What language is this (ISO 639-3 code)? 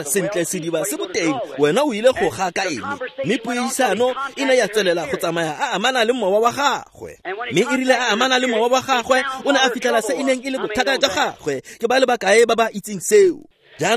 tsn